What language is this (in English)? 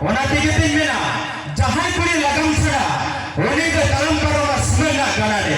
Santali